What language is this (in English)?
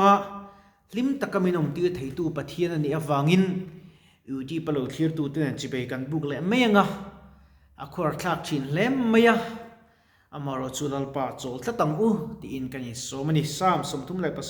Mizo